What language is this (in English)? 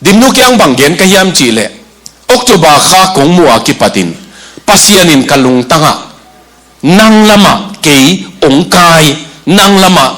Tedim Chin